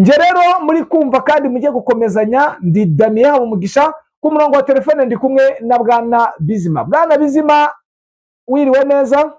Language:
Kinyarwanda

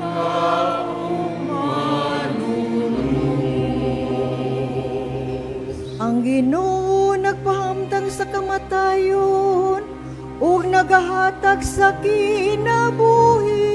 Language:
Cebuano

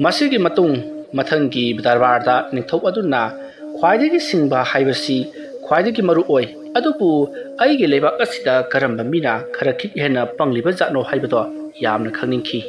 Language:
Manipuri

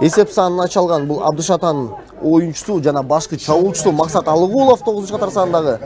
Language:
Kyrgyz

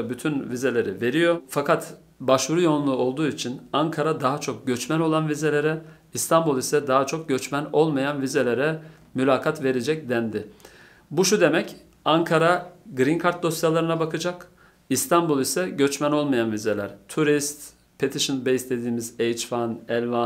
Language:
Turkish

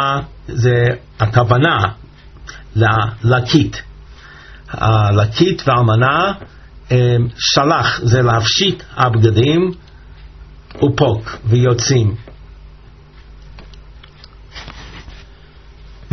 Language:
Hebrew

